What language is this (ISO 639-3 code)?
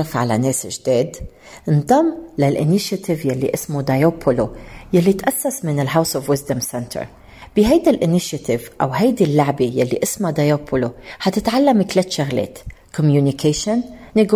apc